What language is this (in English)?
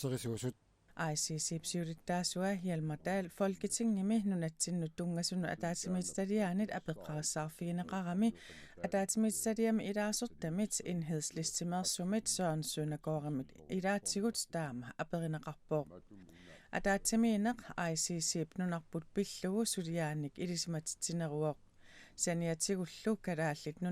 Kalaallisut